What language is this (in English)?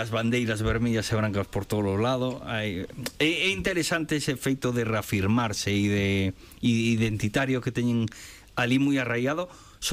Galician